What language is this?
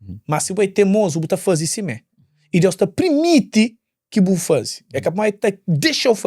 Kabuverdianu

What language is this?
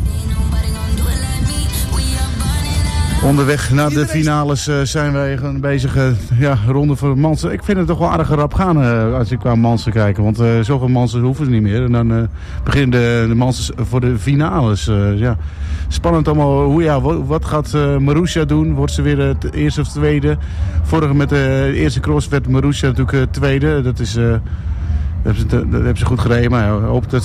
Dutch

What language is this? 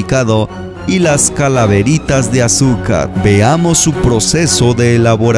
Spanish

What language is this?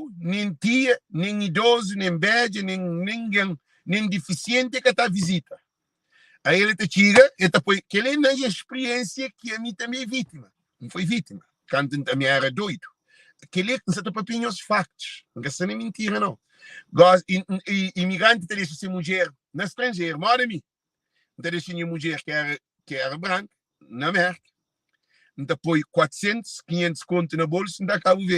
Kabuverdianu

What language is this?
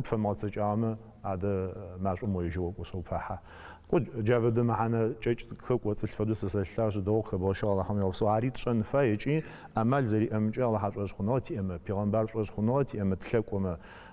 Adyghe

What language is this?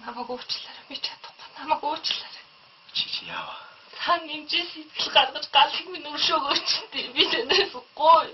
Mongolian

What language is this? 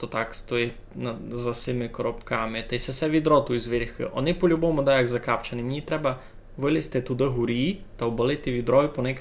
Rusyn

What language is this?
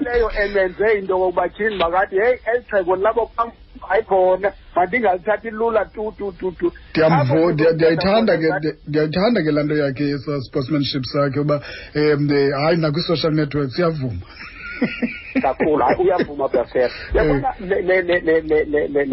Xhosa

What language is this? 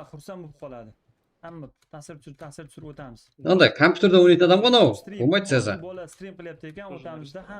Kara-Kalpak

